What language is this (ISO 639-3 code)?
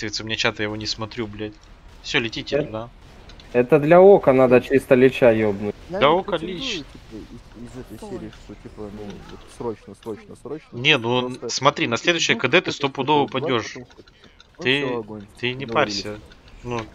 rus